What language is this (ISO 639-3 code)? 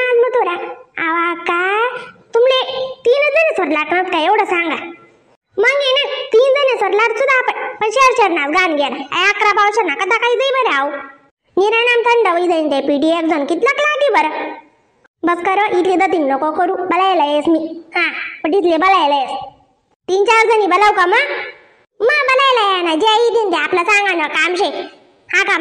khn